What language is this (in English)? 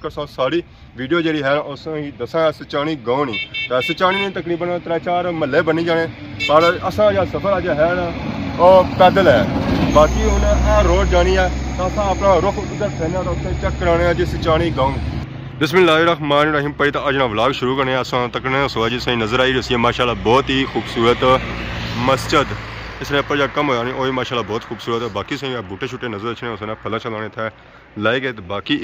Pahari-Potwari